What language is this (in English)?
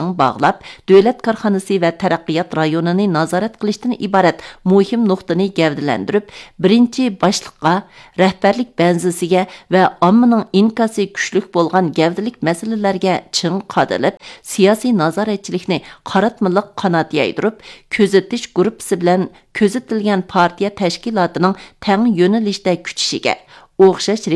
Uyghur